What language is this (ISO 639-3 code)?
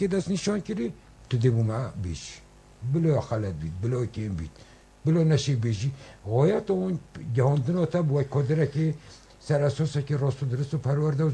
kur